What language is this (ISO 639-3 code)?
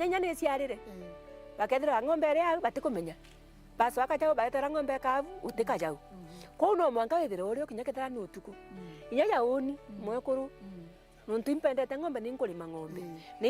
mer